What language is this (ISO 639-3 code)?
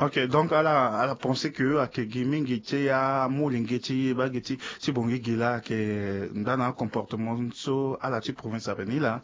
sag